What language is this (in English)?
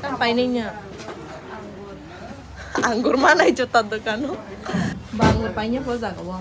Kok Borok